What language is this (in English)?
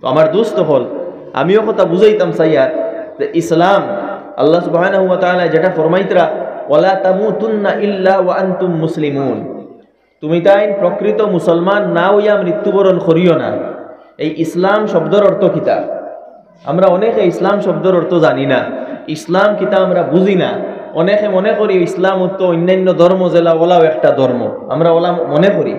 Sylheti